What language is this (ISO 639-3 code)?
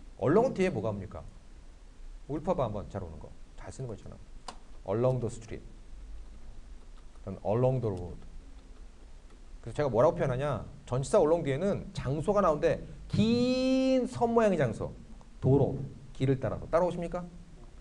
kor